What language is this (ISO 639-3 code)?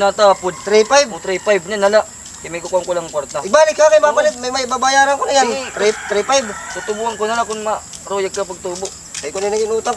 war